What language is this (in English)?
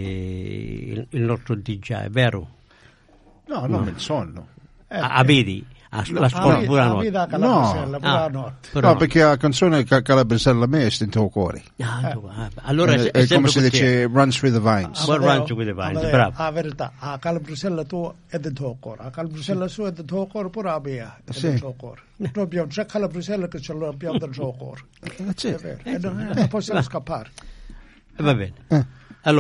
Italian